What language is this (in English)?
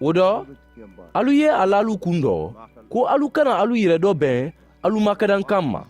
Mandingo